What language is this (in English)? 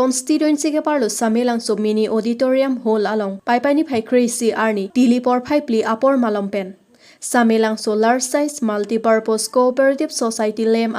Karbi